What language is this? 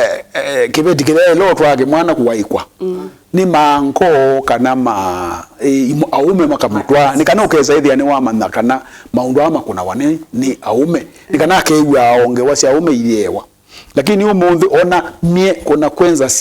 Kamba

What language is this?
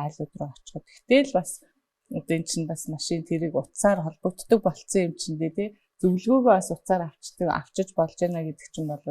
Mongolian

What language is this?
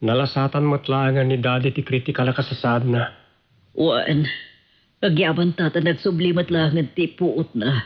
Iloko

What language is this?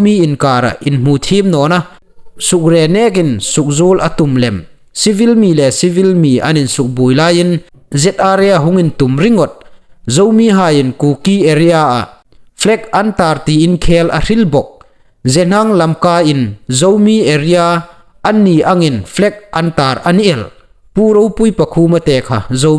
Hmar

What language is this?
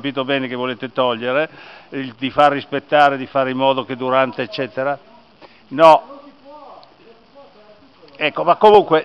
Italian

